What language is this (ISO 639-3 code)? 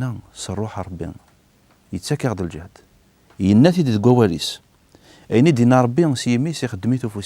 kab